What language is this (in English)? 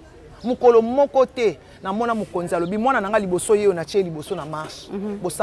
Lingala